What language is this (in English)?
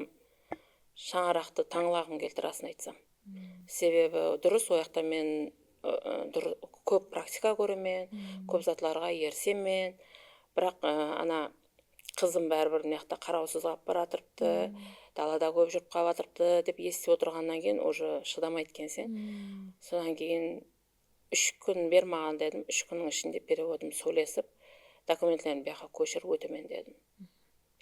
Kara-Kalpak